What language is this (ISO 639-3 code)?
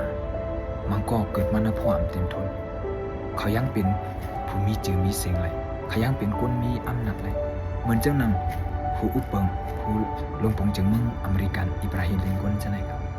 shn